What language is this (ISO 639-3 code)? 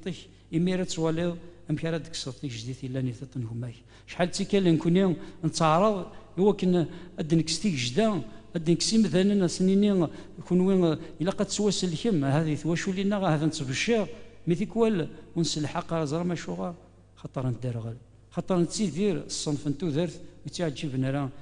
kab